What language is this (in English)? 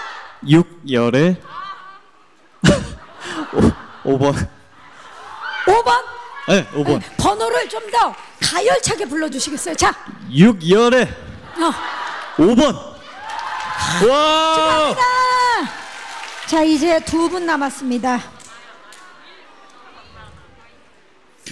Korean